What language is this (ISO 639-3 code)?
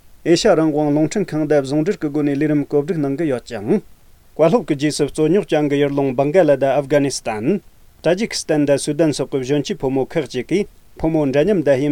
bod